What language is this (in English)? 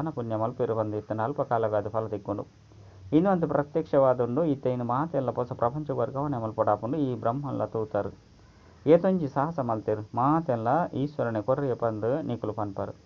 Tulu